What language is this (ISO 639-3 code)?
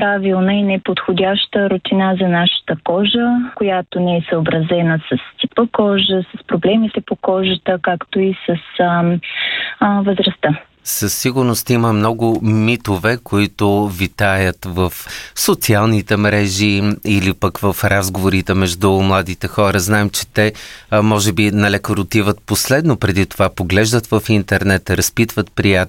bul